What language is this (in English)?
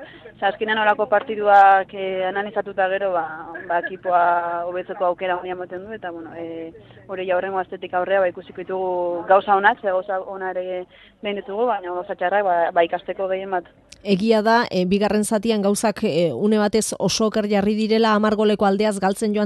Basque